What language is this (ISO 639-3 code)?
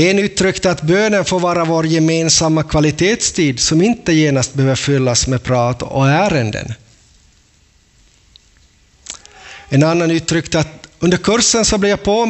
swe